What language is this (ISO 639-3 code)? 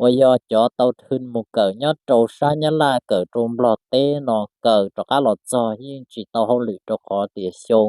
hmn